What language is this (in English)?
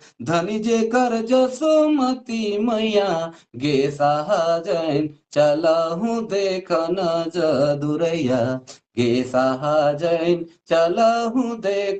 Sadri